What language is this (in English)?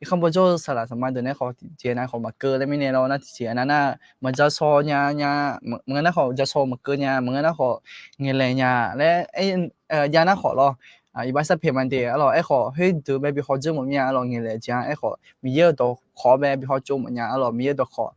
Akha